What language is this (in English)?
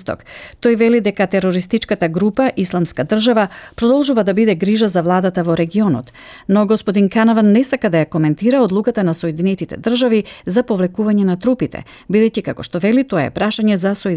Macedonian